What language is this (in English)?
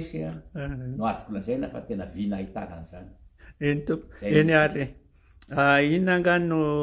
Malagasy